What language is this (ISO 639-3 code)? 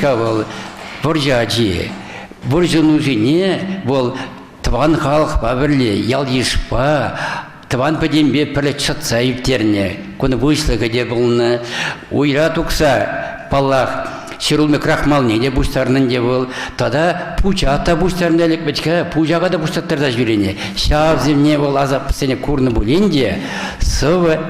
chv